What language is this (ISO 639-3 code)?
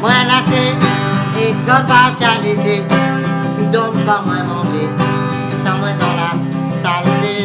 rcf